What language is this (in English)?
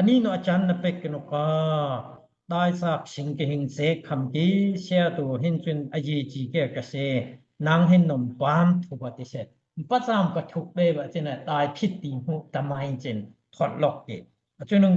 Daai Chin